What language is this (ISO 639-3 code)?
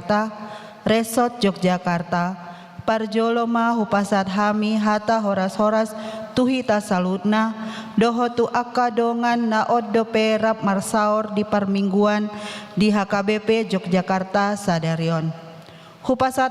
bbc